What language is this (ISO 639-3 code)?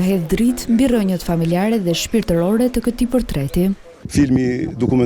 sqi